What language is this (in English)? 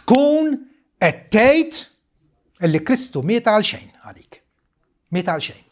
Maltese